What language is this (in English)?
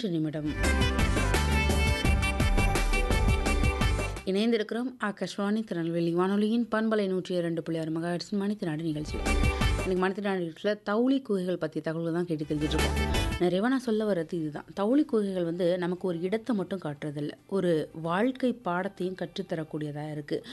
Tamil